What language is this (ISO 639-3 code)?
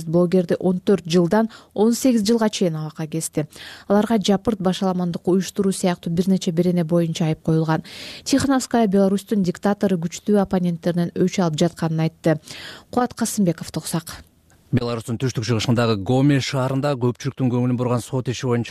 kir